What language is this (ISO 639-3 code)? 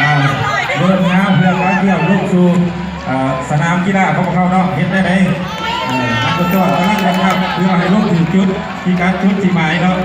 lao